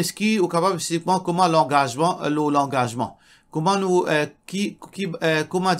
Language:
Morisyen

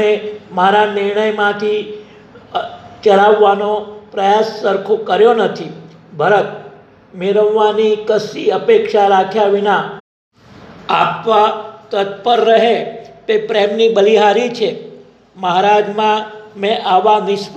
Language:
Gujarati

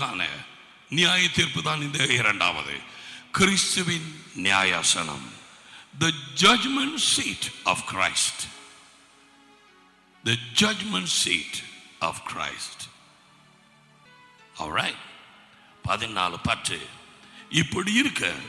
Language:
Tamil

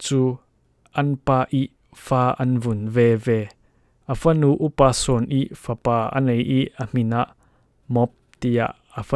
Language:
Falam Chin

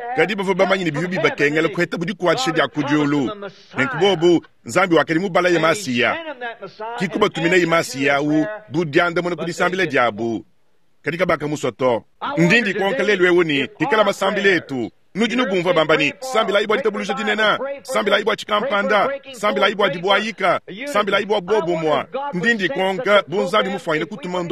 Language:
Luba-Lulua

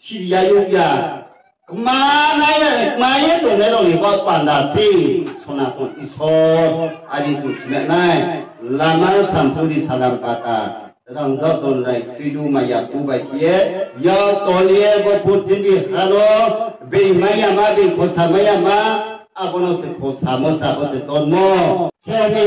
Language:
Riang (India)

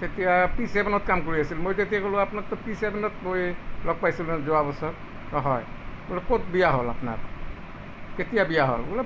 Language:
Assamese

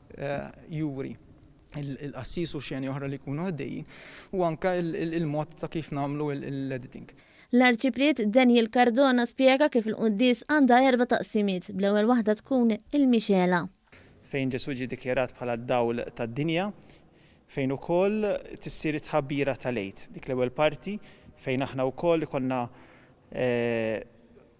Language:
Maltese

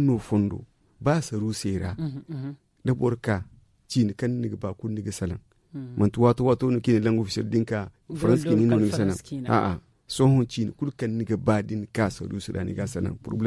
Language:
Zarma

